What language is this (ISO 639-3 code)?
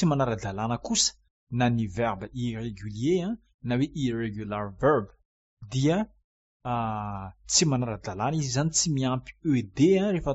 mlg